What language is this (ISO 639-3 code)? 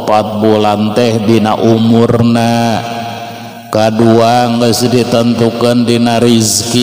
sun